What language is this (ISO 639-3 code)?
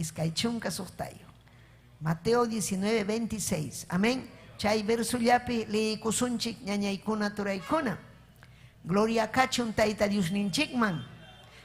quy